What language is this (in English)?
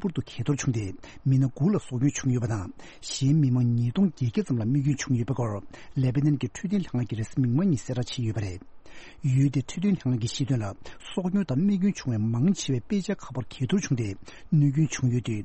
Tibetan